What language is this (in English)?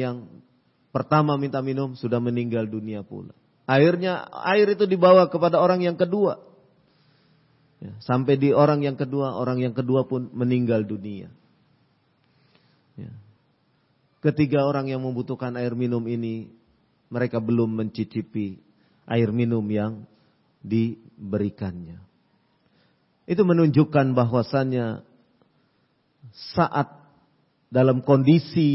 Indonesian